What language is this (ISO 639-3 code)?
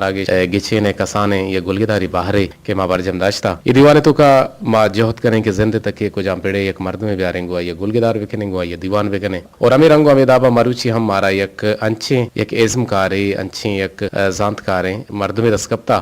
bgp